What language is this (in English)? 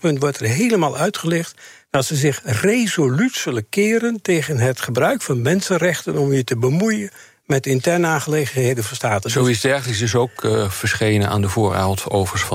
Dutch